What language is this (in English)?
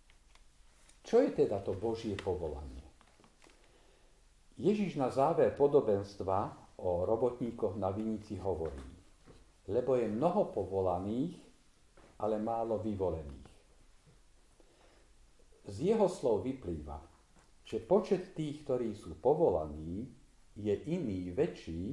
Slovak